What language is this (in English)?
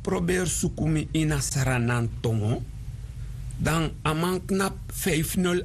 Sranan Tongo